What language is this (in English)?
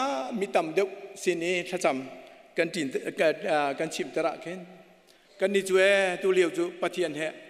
Hakha Chin